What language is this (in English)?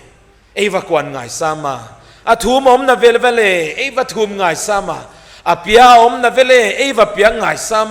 Paite Chin